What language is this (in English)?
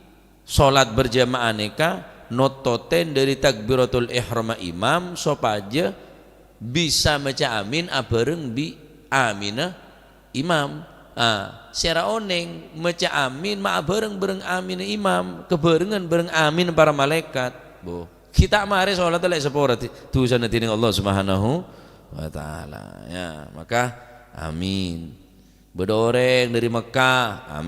Madurese